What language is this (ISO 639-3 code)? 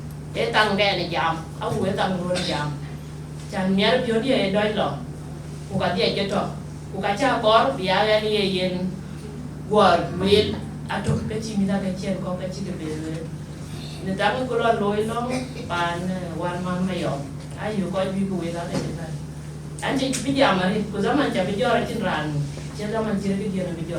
din